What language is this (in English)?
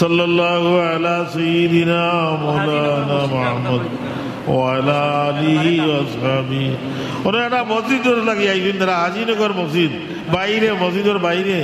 Sylheti